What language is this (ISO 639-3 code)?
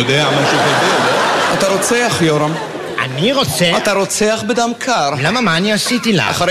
heb